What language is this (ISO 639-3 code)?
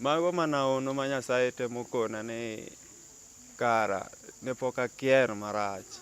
luo